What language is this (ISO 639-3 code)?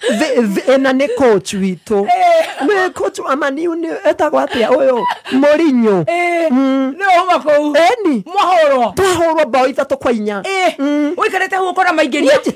kik